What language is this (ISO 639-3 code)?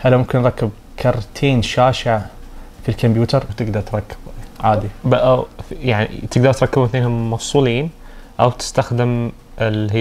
ars